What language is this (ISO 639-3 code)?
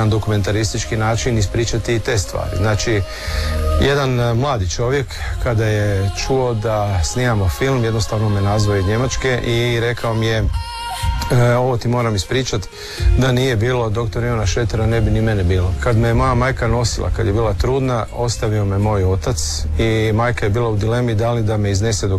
hrv